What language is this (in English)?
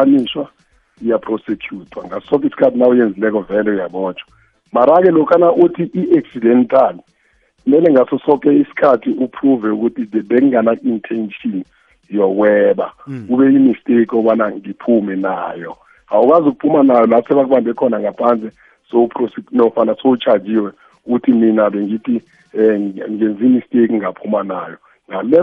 South Ndebele